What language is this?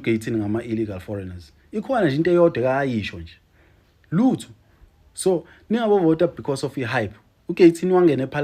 Zulu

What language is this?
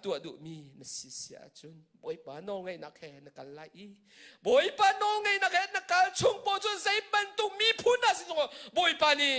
Hakha Chin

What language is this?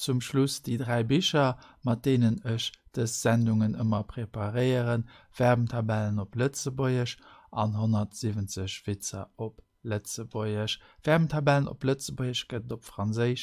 Luxembourgish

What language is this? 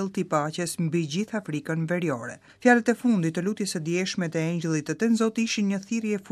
Albanian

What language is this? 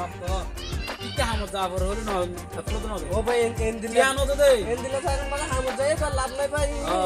Rohingya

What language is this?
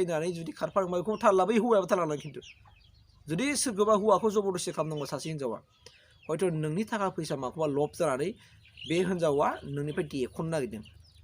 Bodo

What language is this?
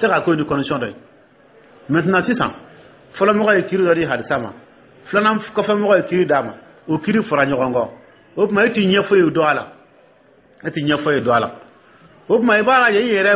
Dyula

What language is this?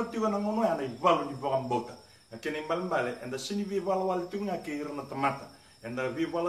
Fijian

